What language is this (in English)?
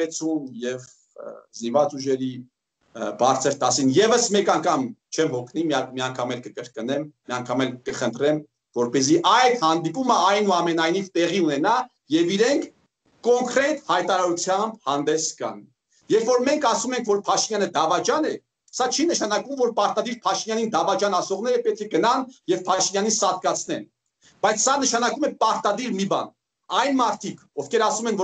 Armenian